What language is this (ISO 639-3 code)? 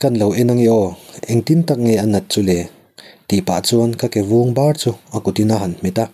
lus